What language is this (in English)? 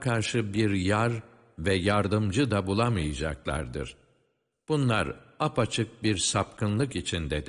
Turkish